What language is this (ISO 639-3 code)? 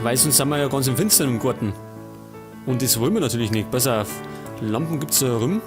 bar